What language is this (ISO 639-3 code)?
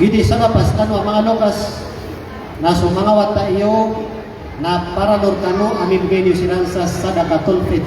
mrw